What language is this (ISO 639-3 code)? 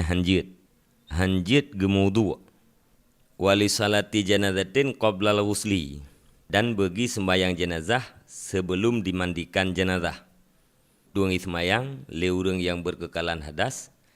ace